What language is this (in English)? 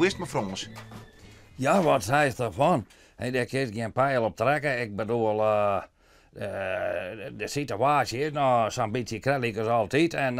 Western Frisian